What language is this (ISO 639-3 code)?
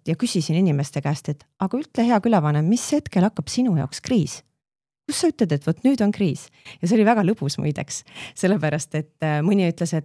est